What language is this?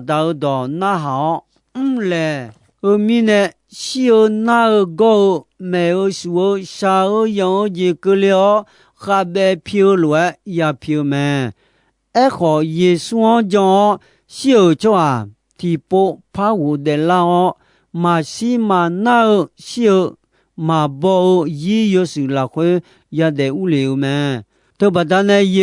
Akha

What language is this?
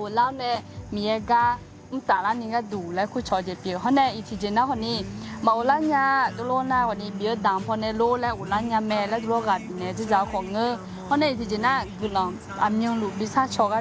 Akha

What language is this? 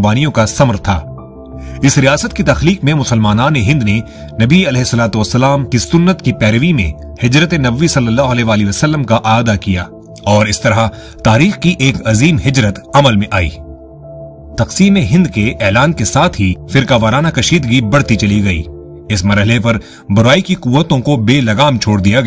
Urdu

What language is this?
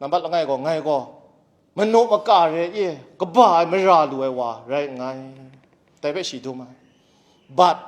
Kachin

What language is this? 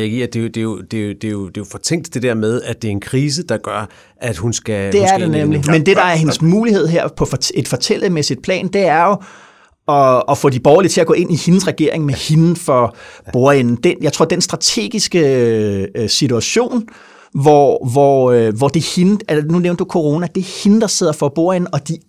Danish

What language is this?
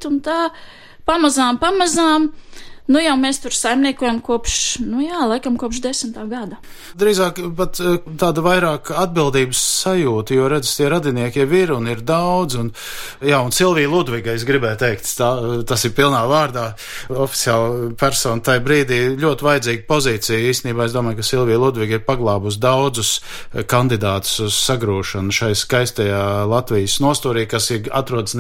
Latvian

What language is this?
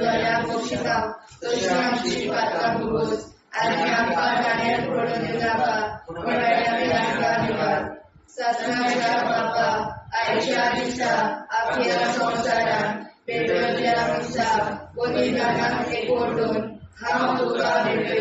Konkani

